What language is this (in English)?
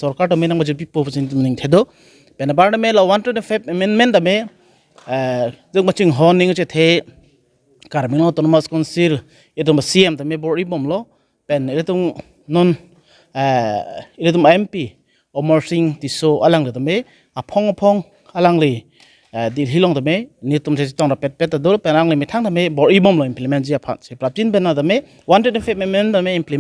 Karbi